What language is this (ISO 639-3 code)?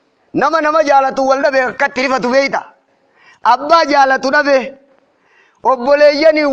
orm